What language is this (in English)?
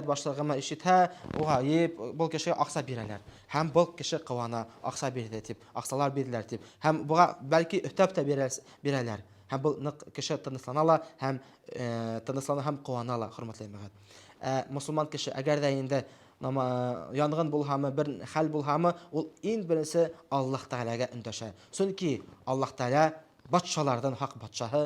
Bashkir